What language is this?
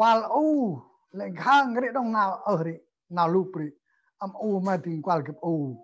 Central Mnong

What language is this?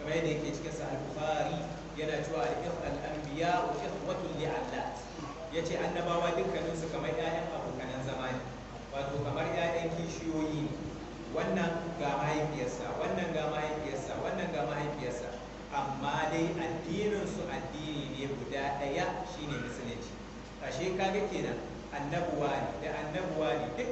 Hausa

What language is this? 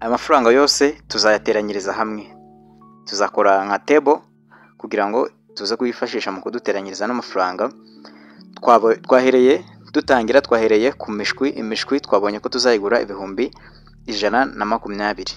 Kinyarwanda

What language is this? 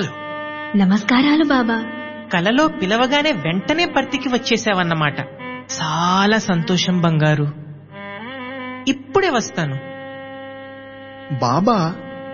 Telugu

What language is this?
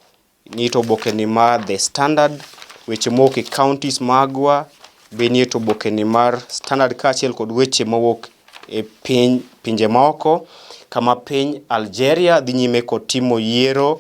Luo (Kenya and Tanzania)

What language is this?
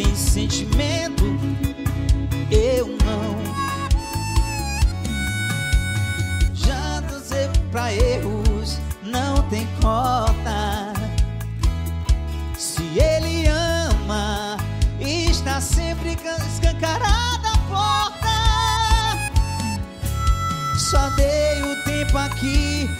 Portuguese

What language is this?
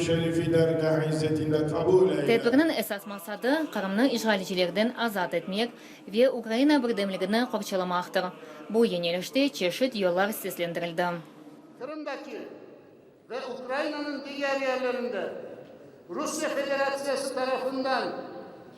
Crimean Tatar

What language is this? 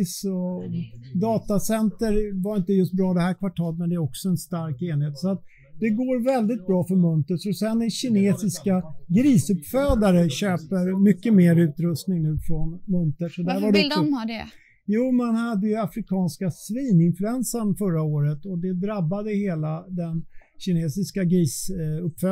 Swedish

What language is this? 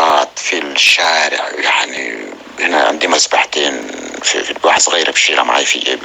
North Levantine Arabic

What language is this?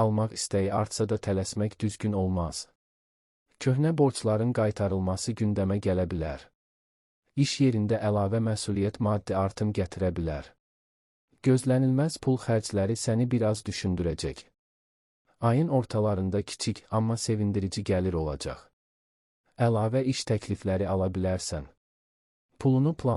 Azerbaijani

